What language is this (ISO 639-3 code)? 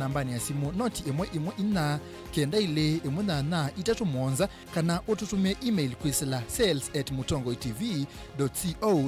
kam